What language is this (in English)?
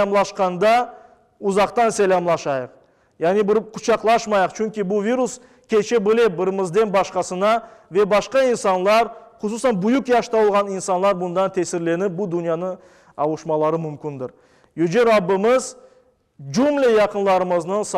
Crimean Tatar